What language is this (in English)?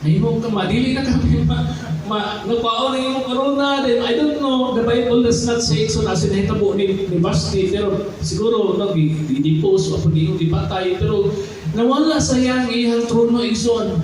Cebuano